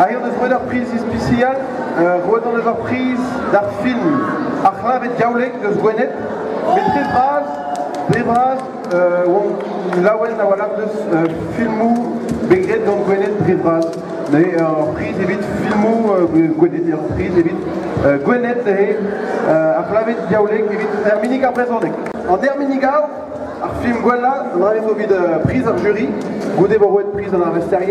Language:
Breton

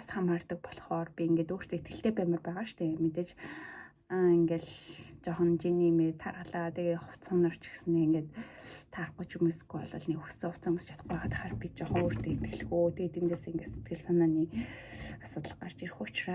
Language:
Mongolian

